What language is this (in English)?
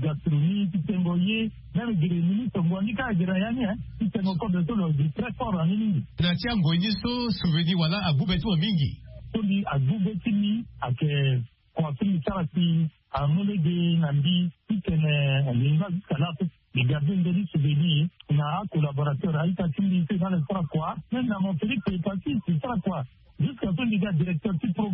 Sango